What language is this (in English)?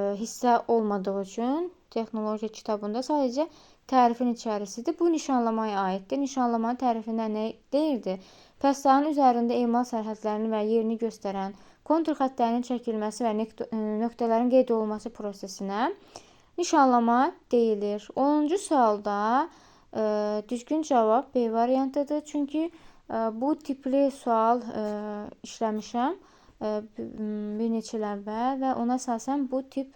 Azerbaijani